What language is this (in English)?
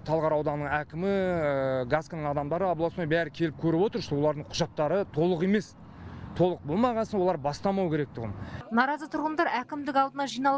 Kazakh